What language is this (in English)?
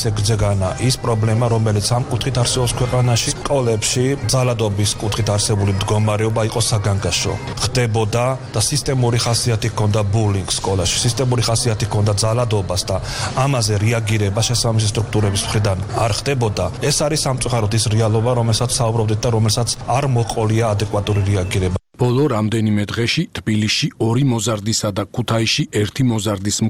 Georgian